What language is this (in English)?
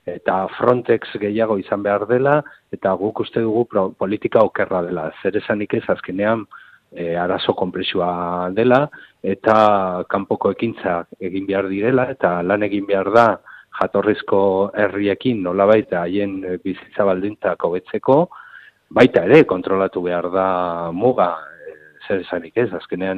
Basque